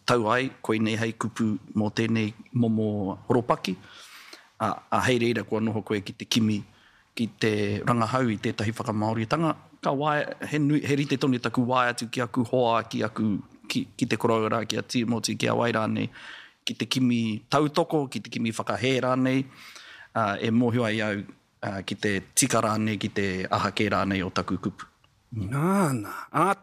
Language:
Māori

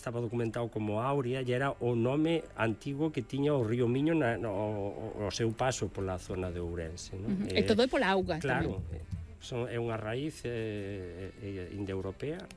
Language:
Galician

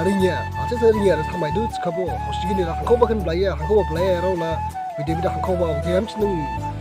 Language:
Dimasa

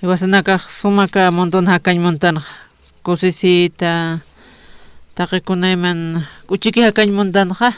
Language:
Aymara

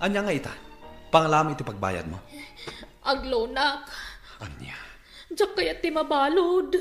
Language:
Iloko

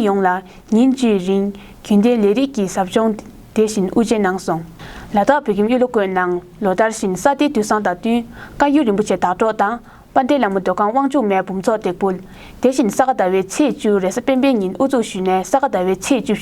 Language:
Tibetan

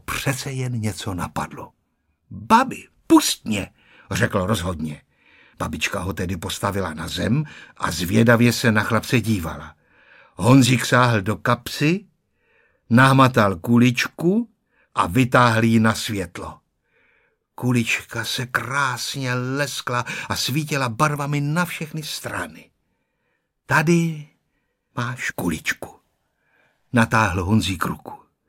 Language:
Czech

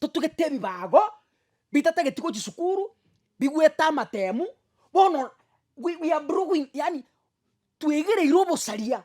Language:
Gusii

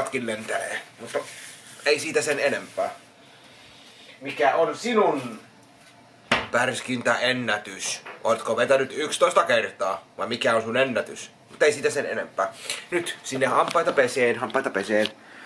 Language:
Finnish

